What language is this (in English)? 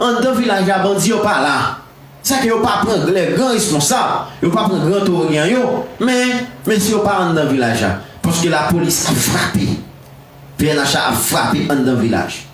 Haitian Creole